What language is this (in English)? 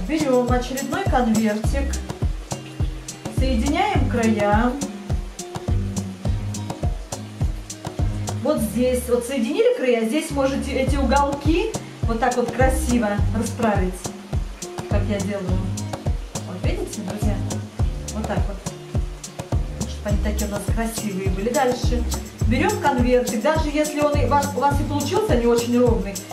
Russian